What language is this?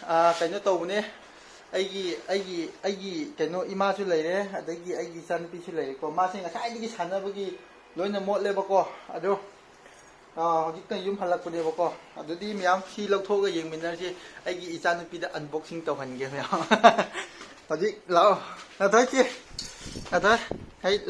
Manipuri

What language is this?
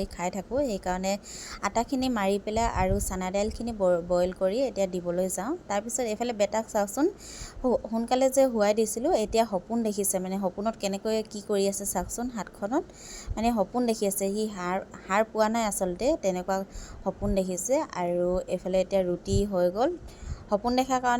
Assamese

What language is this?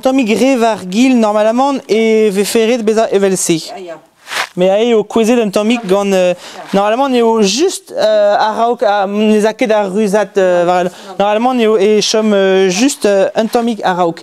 Breton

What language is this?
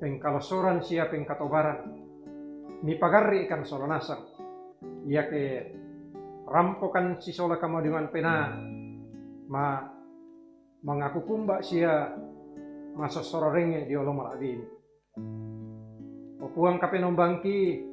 Toraja-Sa'dan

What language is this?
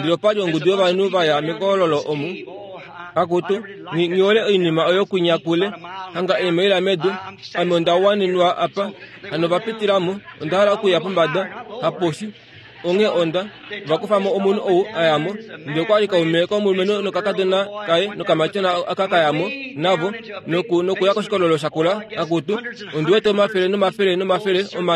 Kuanyama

